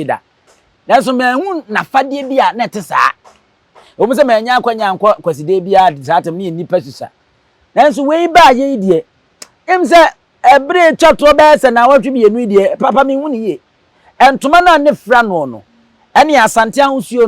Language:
Akan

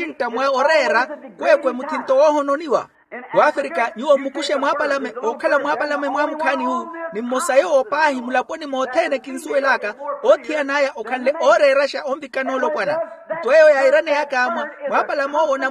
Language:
Makhuwa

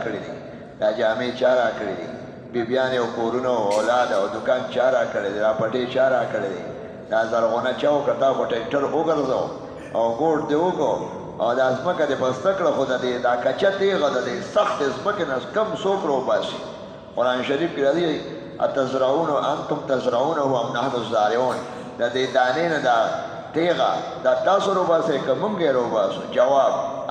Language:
Pashto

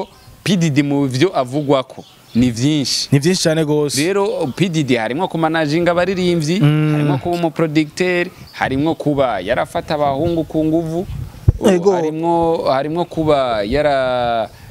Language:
Rundi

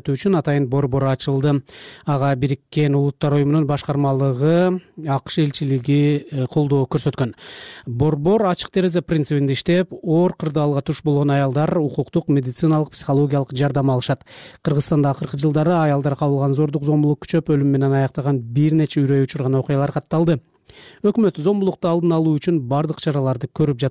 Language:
Kyrgyz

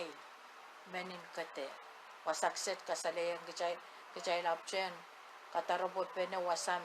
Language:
Pohnpeian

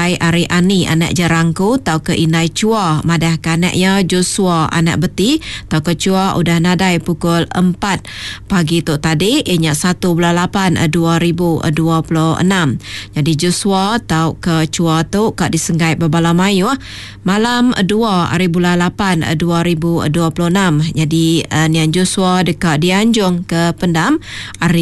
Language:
Iban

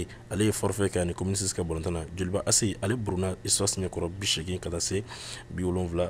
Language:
Bambara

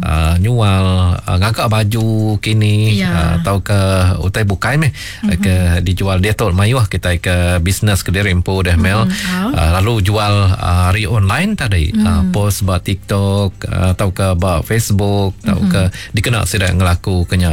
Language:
Iban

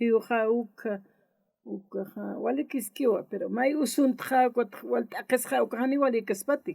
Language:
Aymara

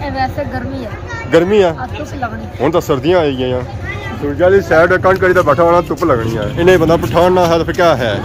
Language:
Pahari-Potwari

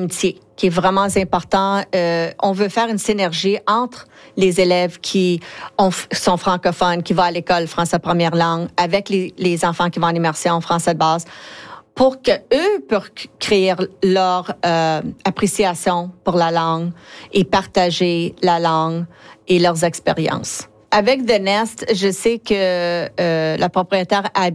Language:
French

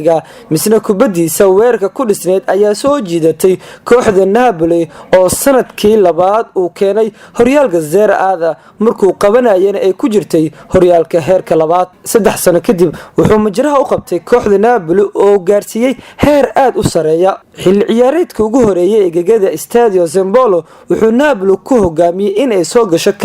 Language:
Somali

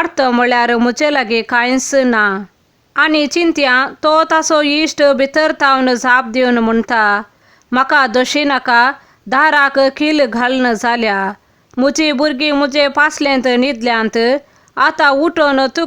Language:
Konkani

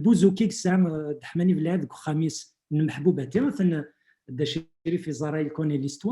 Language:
Kabyle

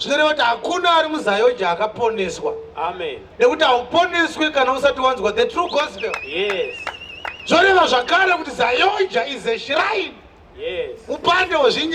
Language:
Shona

